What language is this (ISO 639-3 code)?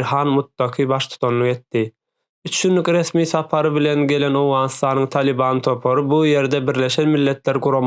tuk